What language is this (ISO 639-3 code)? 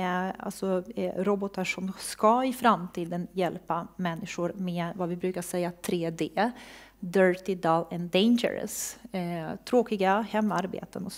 swe